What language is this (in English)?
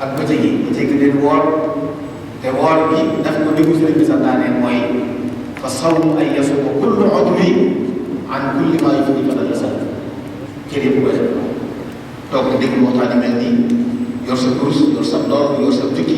Wolof